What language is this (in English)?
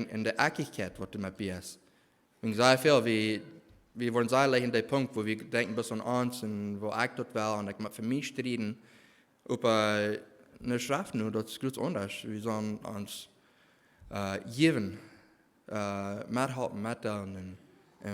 Plautdietsch